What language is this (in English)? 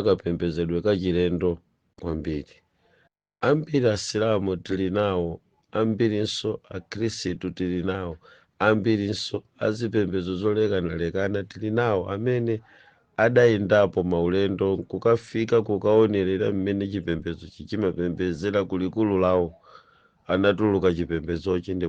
Nyanja